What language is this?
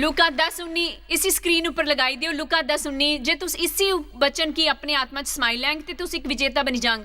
Dogri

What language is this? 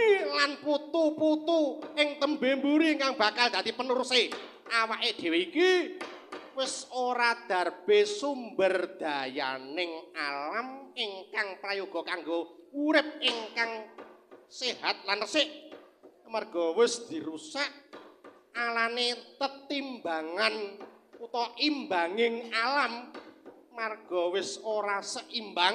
Javanese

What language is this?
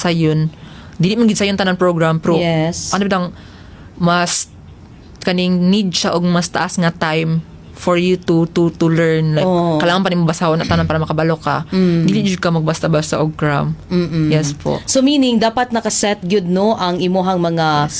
Cebuano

